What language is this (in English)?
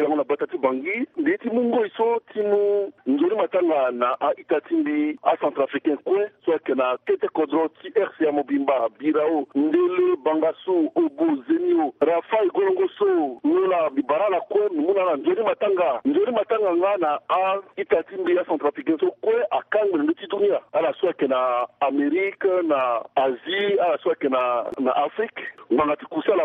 Sango